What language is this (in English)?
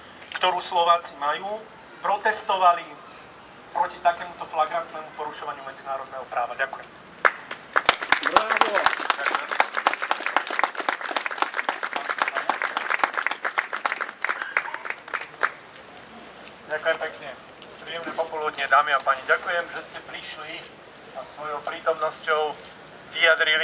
Slovak